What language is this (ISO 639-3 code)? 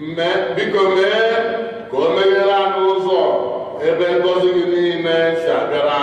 ibo